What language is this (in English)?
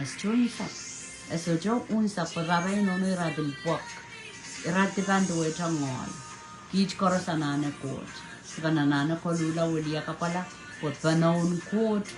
Pohnpeian